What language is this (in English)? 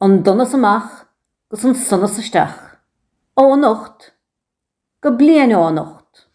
Irish